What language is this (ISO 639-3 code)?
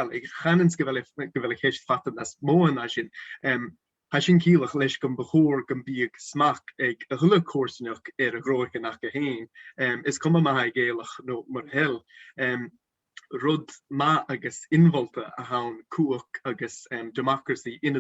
gla